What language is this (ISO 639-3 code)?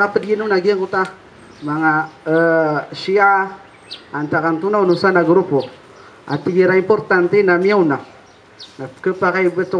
mrw